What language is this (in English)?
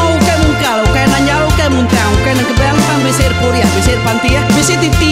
Iban